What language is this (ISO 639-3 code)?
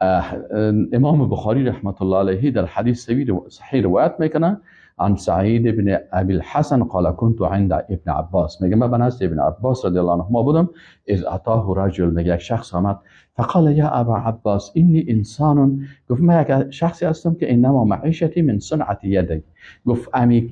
fas